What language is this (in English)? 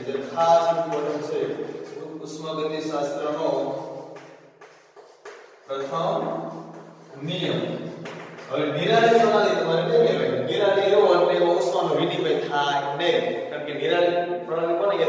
Gujarati